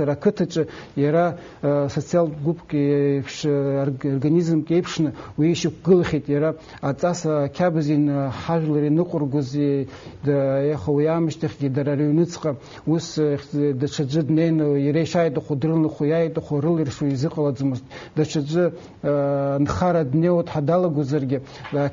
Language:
Abkhazian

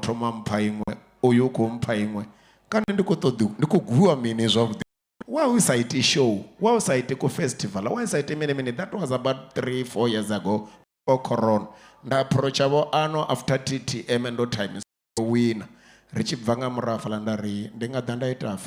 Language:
Venda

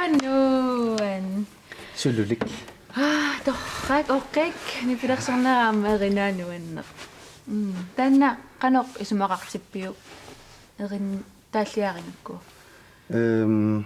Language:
Kalaallisut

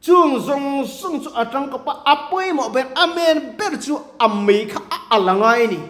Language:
Mizo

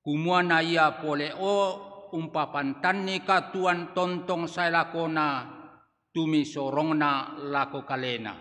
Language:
Toraja-Sa'dan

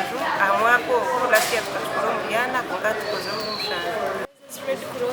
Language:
Nyankole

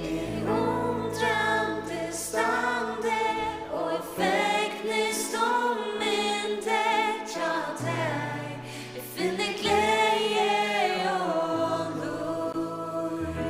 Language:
Faroese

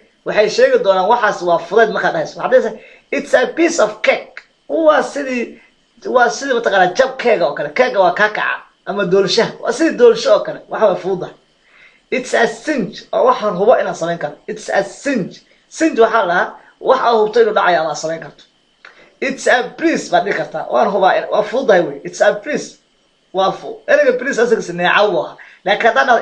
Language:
Somali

